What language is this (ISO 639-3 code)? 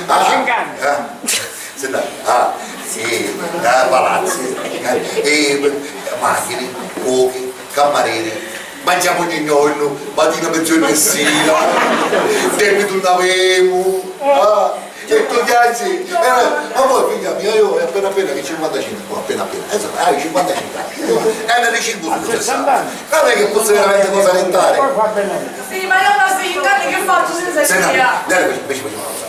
scn